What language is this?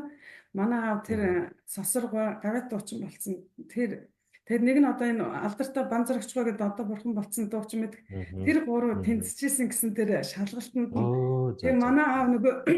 Mongolian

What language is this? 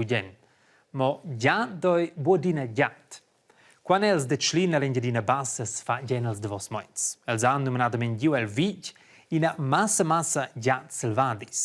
Romansh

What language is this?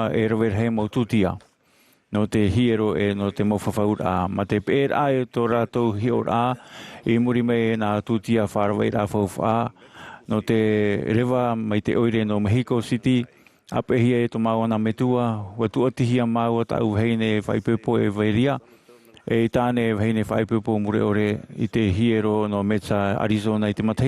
Tahitian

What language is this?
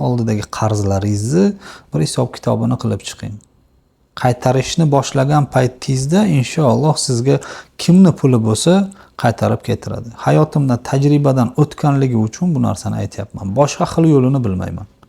Uzbek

